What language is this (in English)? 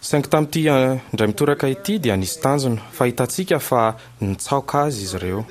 Malagasy